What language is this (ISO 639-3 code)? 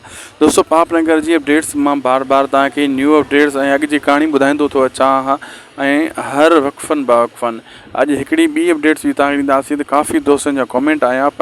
snd